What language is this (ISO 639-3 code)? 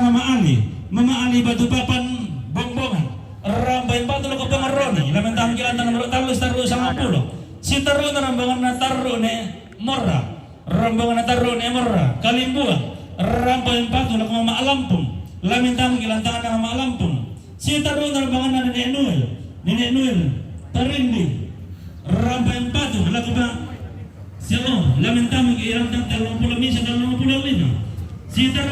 sda